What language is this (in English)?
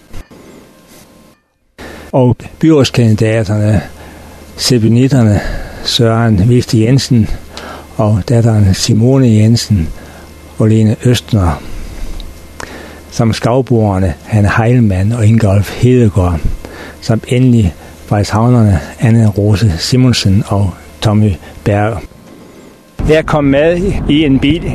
Danish